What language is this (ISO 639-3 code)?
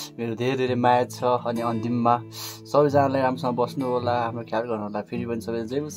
nep